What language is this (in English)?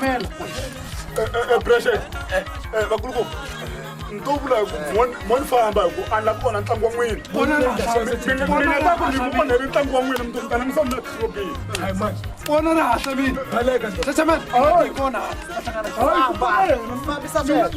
Tsonga